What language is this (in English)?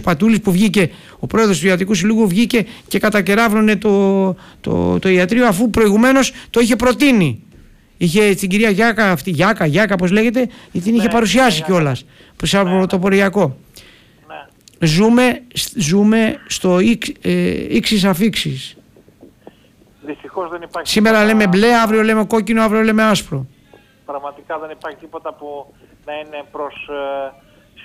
Greek